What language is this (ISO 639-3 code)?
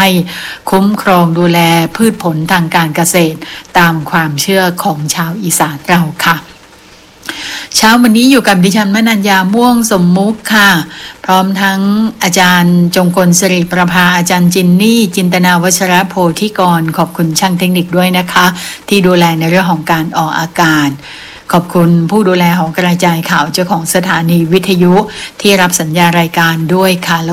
tha